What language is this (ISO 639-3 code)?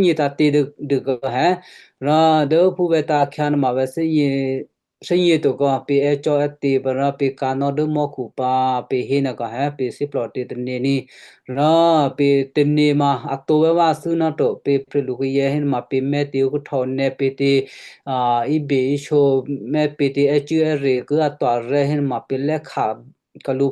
kyu